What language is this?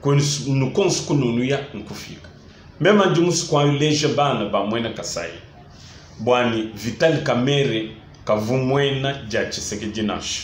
Luba-Lulua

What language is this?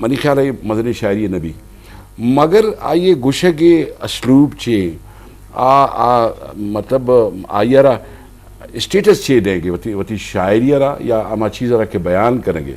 Eastern Balochi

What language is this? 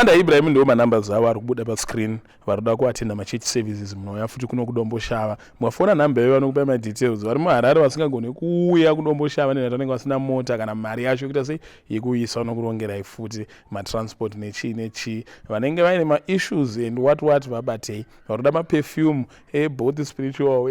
Shona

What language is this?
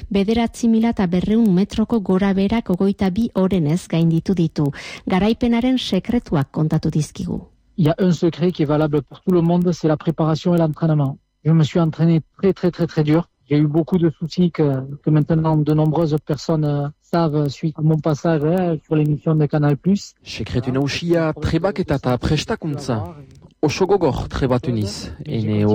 Basque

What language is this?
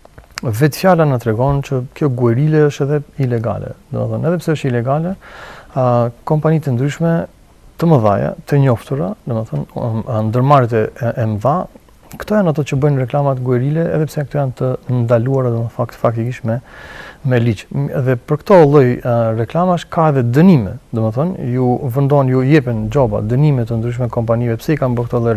Albanian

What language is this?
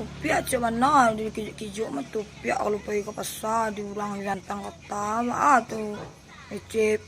Minangkabau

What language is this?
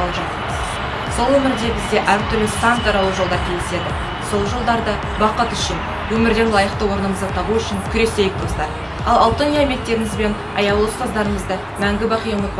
Kazakh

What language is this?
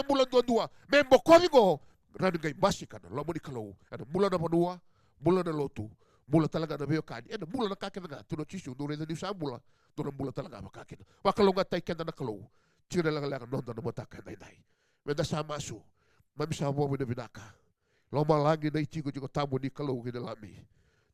Fijian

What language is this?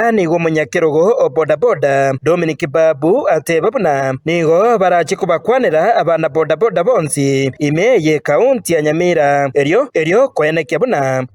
Gusii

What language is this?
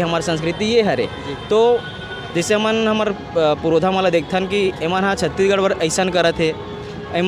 Chhattisgarhi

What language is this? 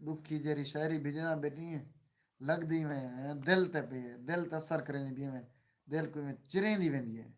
Saraiki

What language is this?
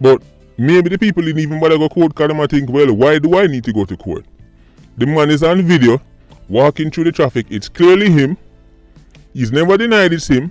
Jamaican Creole English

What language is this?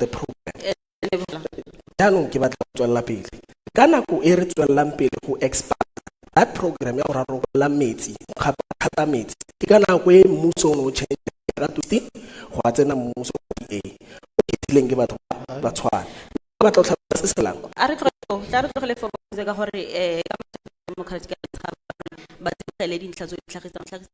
Tswana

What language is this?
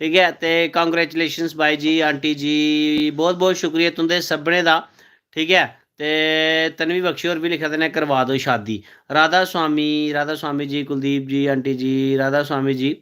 Dogri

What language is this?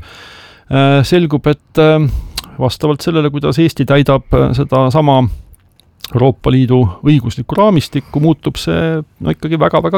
Estonian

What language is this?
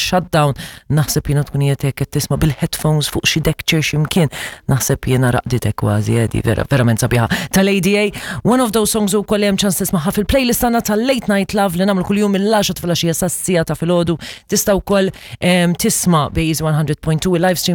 Maltese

